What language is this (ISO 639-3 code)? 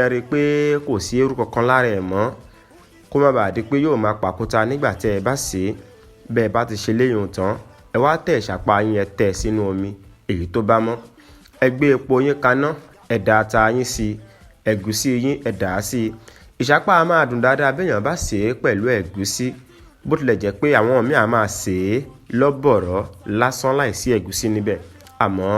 yor